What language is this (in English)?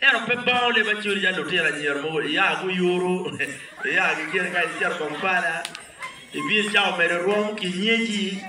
Acoli